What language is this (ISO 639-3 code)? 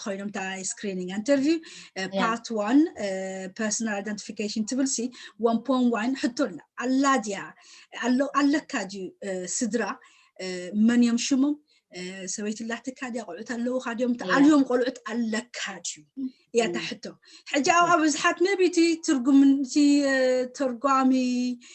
tir